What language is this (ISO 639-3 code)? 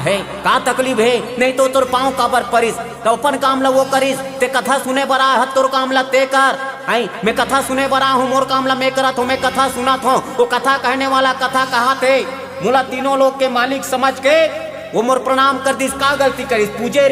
hne